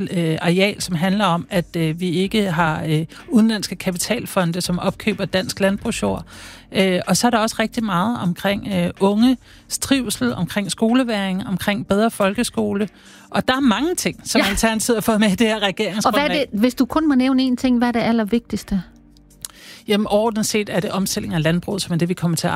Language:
Danish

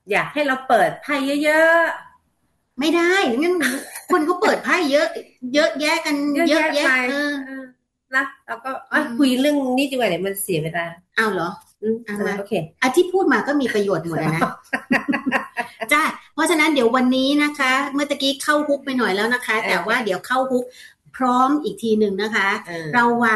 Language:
Thai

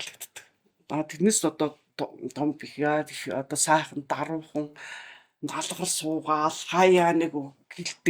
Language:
Mongolian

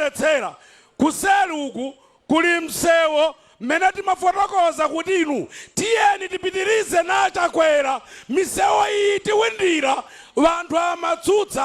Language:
Nyanja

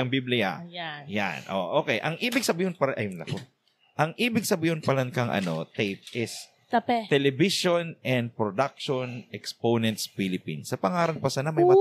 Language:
Bikol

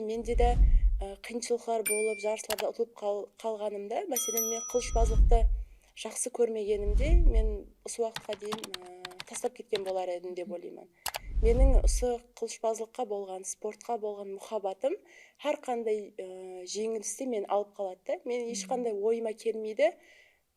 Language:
Kara-Kalpak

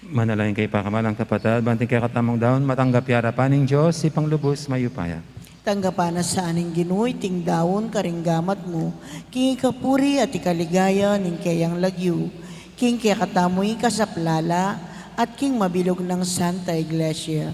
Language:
Pampanga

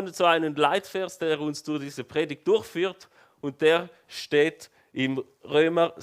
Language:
Swiss German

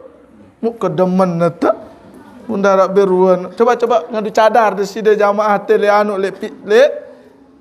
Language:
Sasak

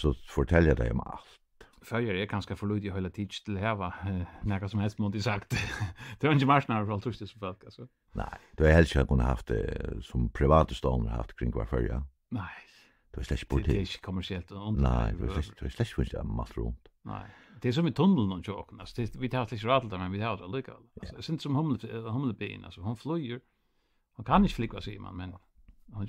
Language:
Faroese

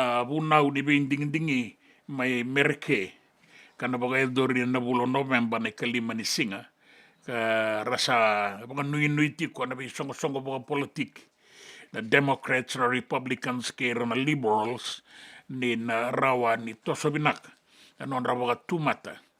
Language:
Fijian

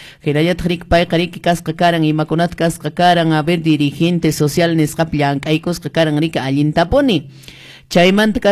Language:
Quechua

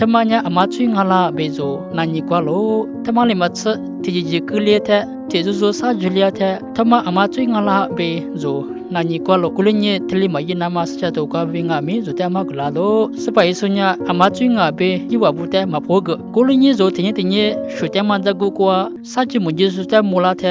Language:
Lisu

